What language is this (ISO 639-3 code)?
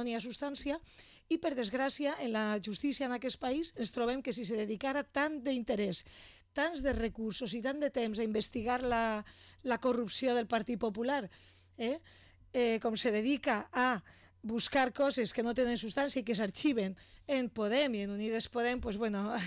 cat